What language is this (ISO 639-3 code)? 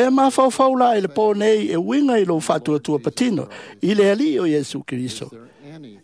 smo